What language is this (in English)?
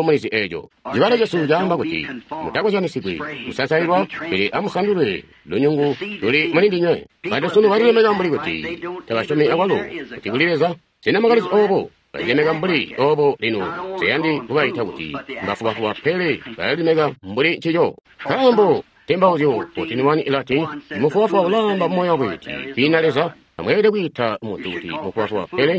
Tonga (Zambia)